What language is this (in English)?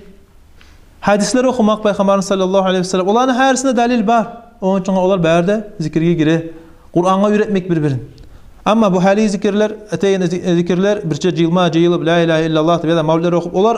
Kumyk